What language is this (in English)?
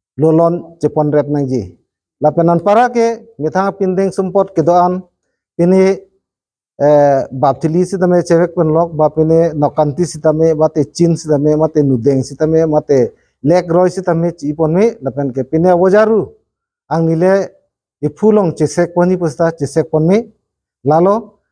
Karbi